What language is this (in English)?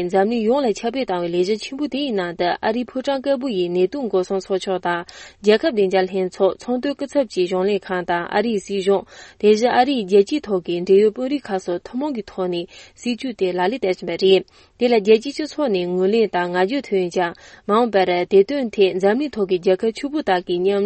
Tibetan